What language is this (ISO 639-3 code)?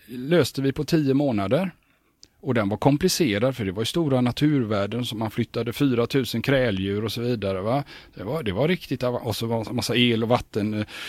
swe